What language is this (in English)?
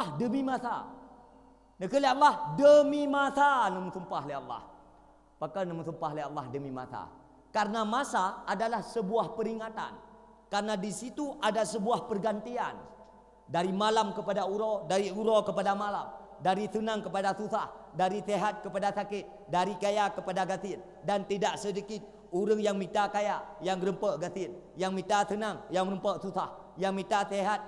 Achinese